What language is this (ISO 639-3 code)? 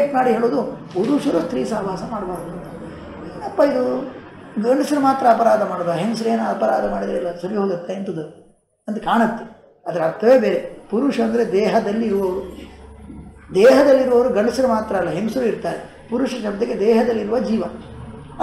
kan